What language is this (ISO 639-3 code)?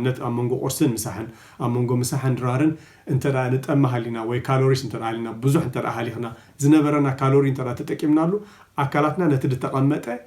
tir